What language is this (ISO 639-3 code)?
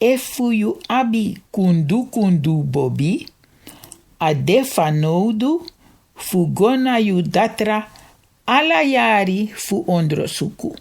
srn